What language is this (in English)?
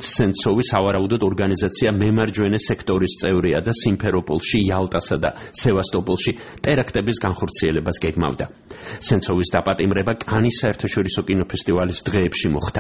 Georgian